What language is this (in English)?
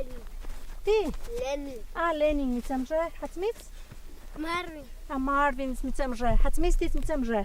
Totontepec Mixe